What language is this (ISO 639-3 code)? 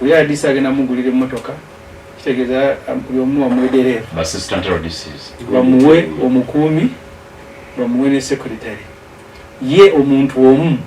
lug